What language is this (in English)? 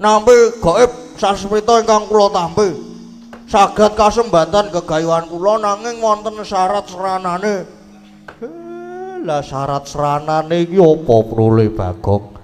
Javanese